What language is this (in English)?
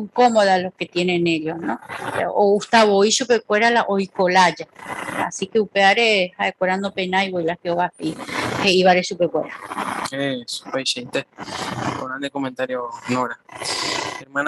Guarani